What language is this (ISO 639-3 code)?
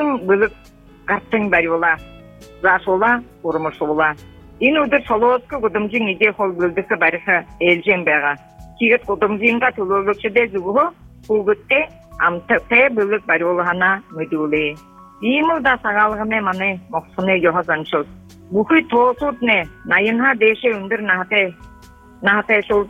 bua